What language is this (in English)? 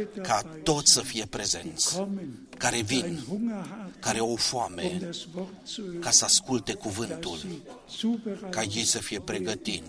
Romanian